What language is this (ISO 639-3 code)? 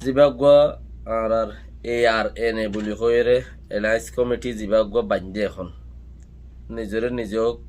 rhg